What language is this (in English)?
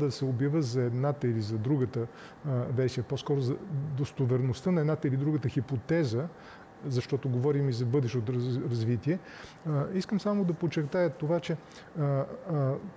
Bulgarian